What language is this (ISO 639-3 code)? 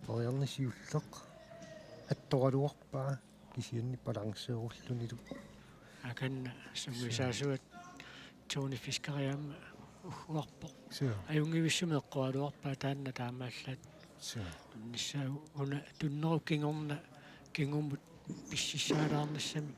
kal